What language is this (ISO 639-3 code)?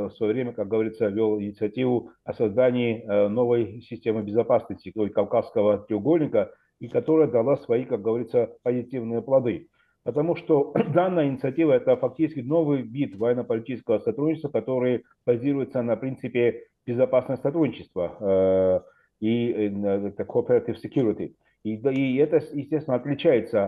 rus